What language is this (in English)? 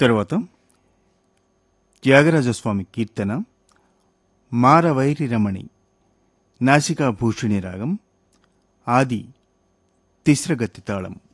Telugu